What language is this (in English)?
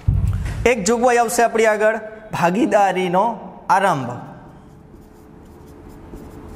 Gujarati